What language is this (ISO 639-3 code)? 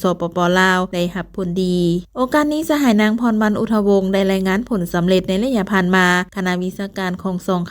lao